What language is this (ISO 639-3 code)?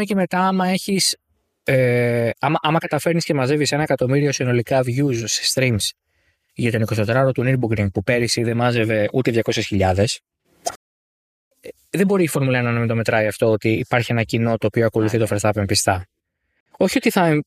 ell